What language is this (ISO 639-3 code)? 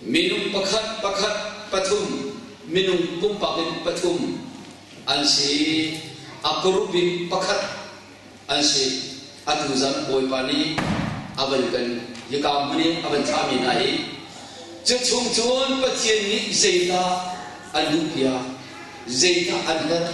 cnh